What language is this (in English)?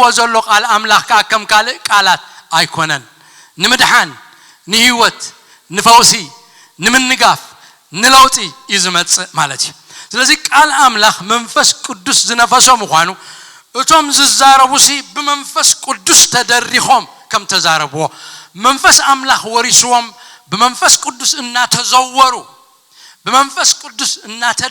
Tigrinya